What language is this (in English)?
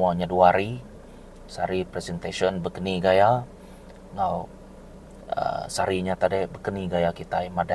Iban